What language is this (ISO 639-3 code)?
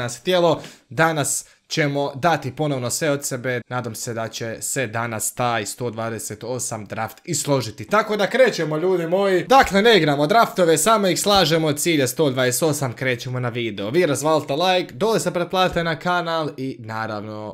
hrv